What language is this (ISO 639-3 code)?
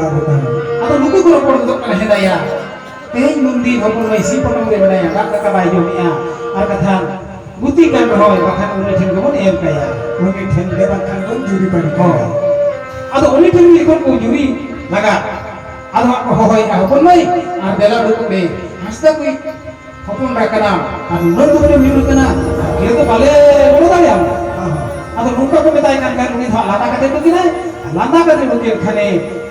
sat